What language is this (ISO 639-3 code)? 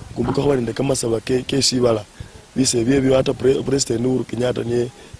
luy